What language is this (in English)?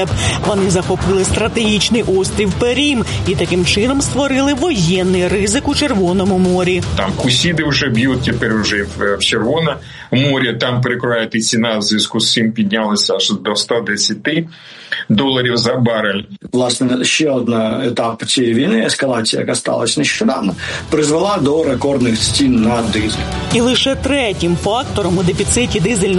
Ukrainian